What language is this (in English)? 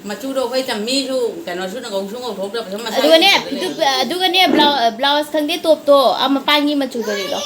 Manipuri